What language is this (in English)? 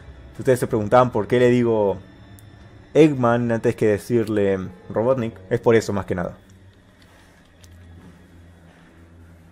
Spanish